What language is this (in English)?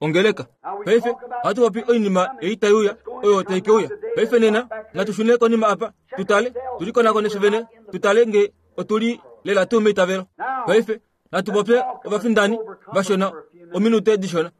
Kuanyama